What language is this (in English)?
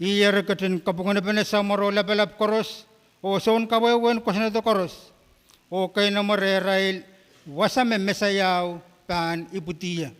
Pohnpeian